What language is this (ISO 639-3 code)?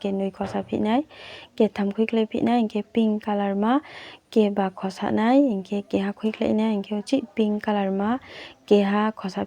ria